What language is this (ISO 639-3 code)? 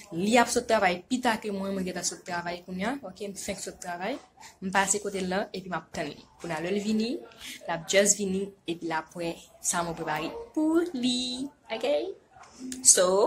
hat